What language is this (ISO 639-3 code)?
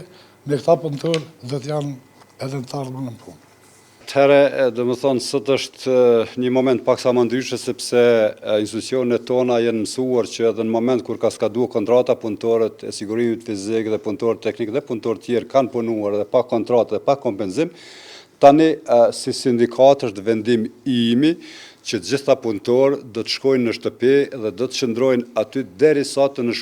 sqi